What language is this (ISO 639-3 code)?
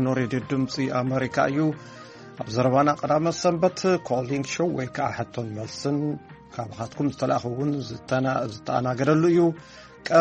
tir